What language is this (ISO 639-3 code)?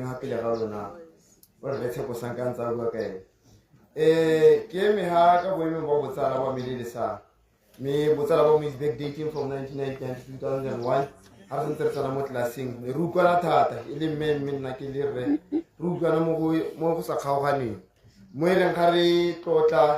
tsn